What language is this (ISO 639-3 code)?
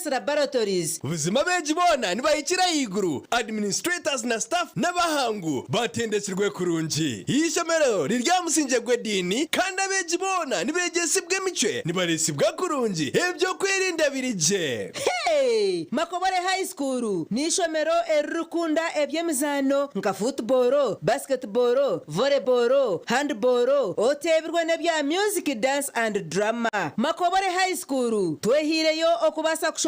nyn